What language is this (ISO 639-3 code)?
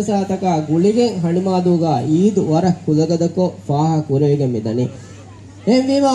div